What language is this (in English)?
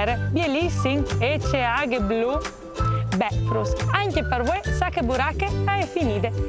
Friulian